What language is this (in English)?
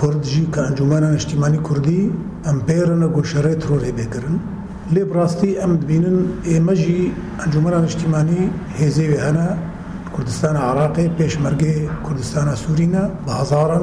Kurdish